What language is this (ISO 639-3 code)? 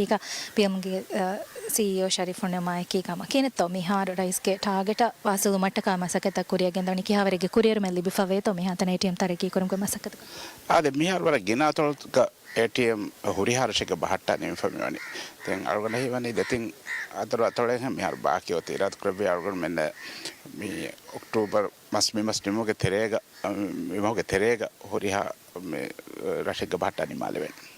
div